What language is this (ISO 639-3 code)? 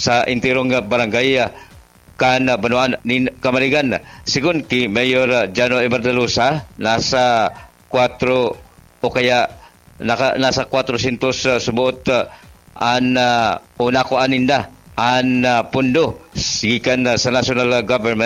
bik